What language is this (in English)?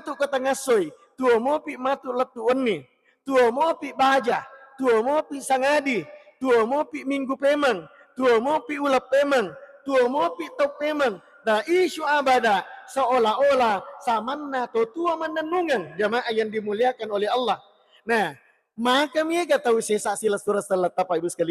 Buginese